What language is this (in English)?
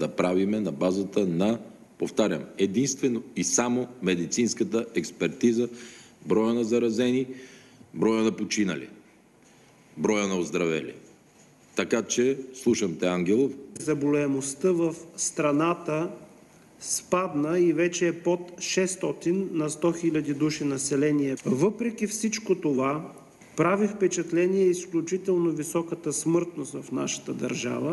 Bulgarian